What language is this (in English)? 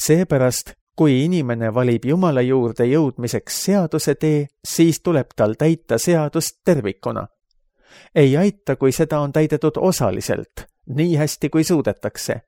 Estonian